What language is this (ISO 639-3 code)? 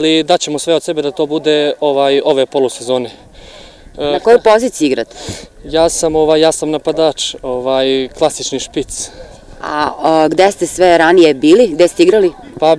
srp